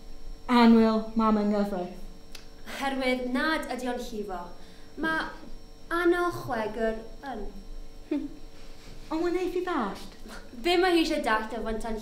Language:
Welsh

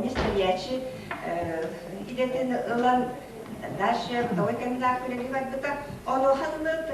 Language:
Yakut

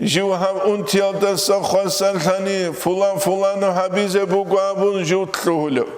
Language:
Avaric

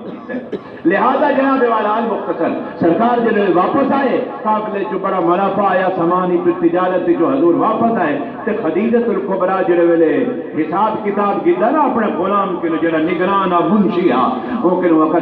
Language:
Saraiki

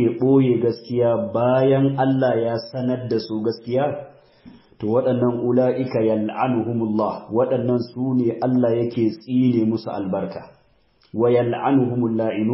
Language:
Hausa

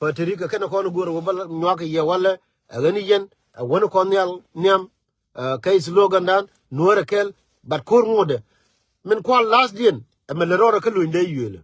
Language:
Nuer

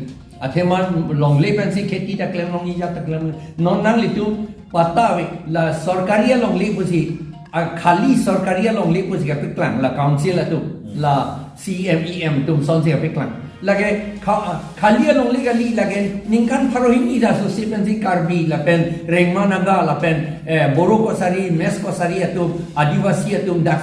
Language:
Karbi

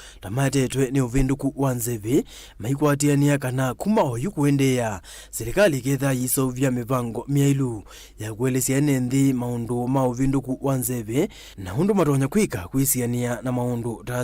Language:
Kamba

